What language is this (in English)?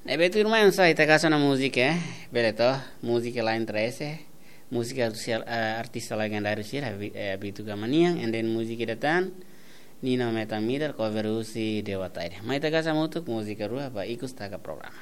Tetum